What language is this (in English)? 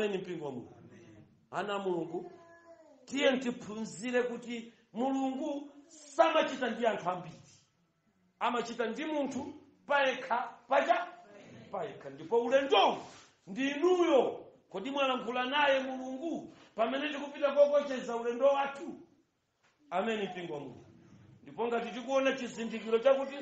Nyanja